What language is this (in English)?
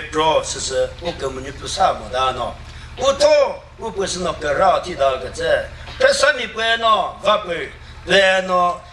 Chokri Naga